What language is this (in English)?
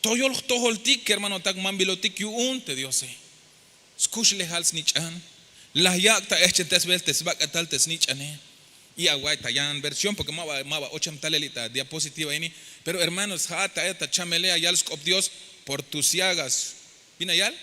Tzeltal